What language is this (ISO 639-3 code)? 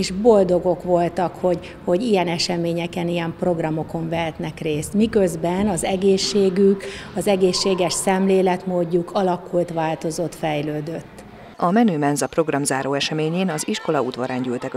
hun